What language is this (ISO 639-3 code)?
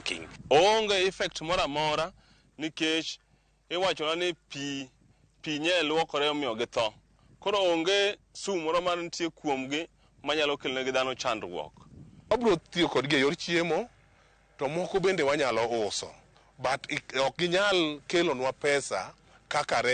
luo